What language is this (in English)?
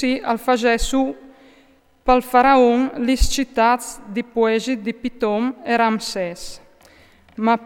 Friulian